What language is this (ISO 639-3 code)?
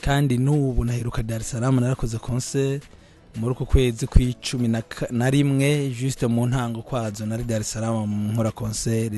run